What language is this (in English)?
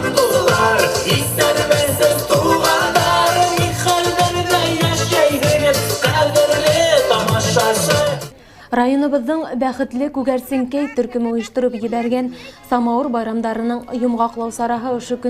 Bashkir